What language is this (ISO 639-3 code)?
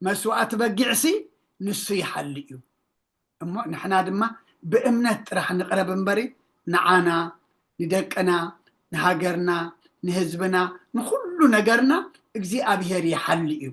tir